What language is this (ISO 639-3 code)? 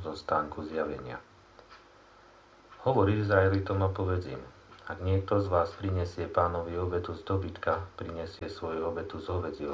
slk